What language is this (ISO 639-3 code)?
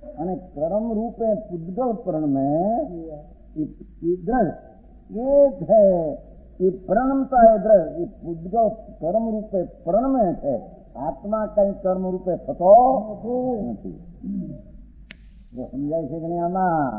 guj